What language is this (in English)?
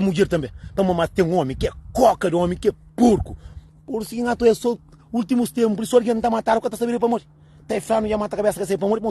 Kabuverdianu